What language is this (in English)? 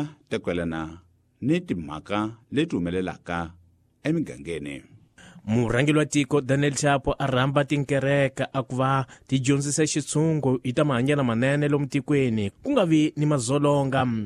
Tsonga